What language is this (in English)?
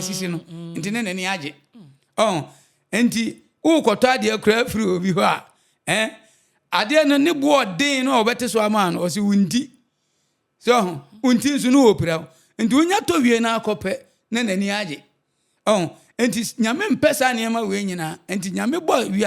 Akan